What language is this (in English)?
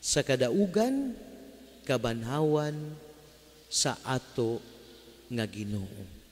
Cebuano